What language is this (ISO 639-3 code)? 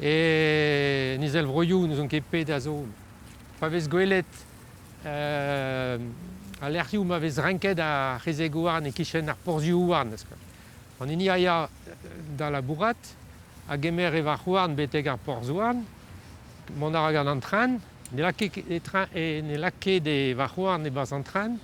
bre